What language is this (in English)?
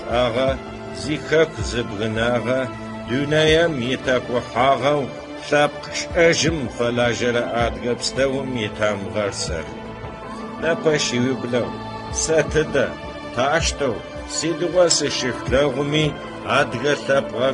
Adyghe